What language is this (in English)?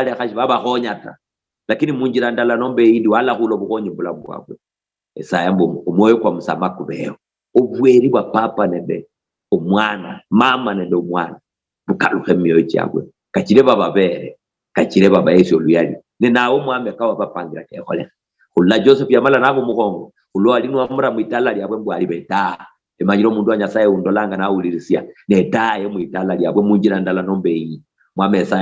Luyia